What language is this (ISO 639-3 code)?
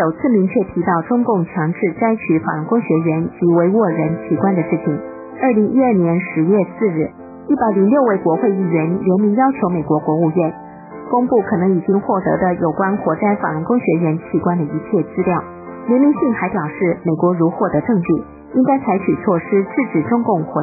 zho